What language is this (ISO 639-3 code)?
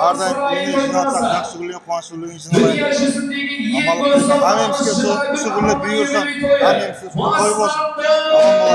kaa